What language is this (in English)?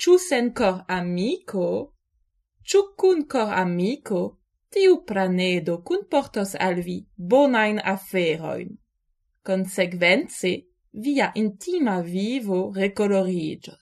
Esperanto